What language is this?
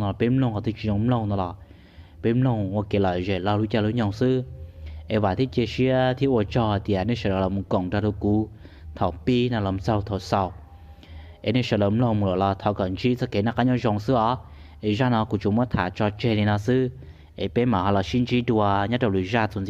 Hmong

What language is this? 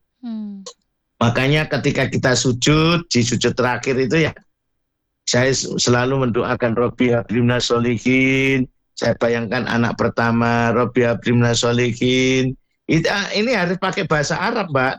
Indonesian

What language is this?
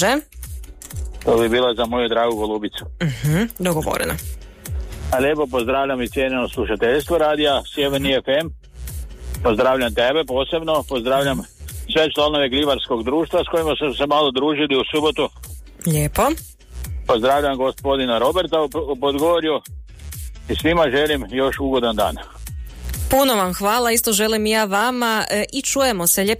Croatian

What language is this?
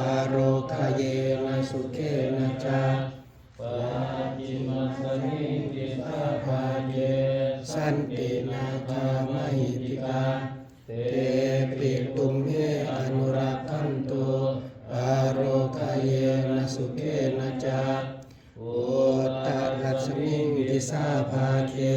Pali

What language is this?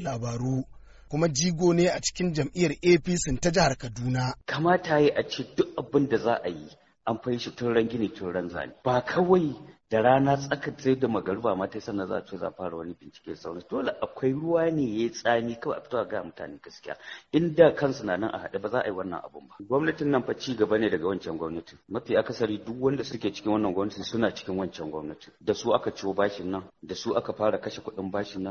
Hausa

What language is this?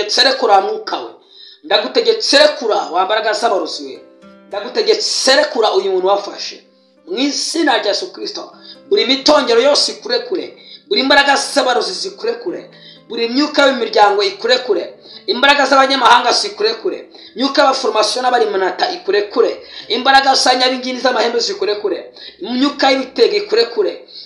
Kinyarwanda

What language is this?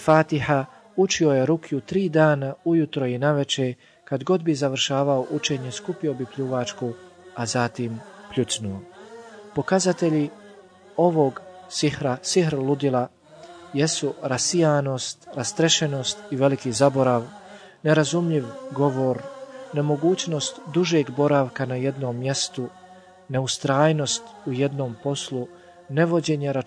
Bosnian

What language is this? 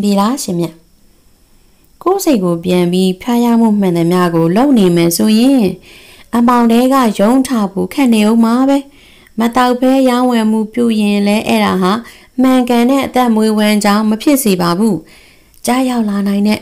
Burmese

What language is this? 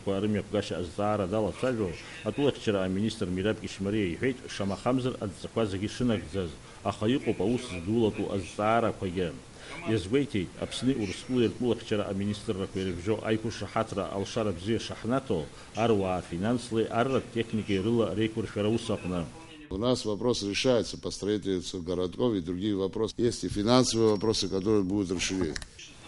Abkhazian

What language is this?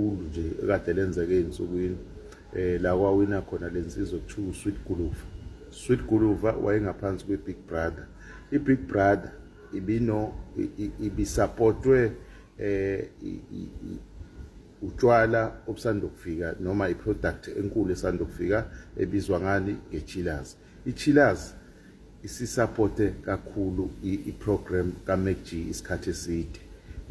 Zulu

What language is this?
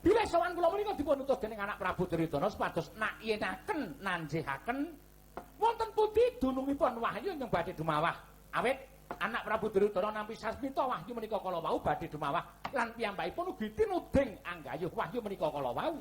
Javanese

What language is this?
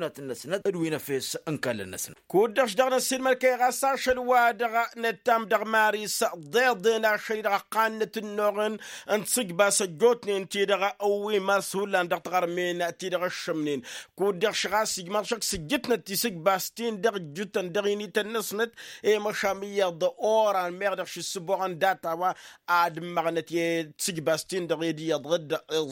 Tamasheq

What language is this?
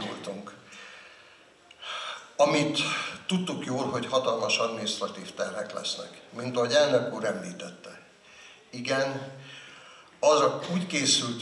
Hungarian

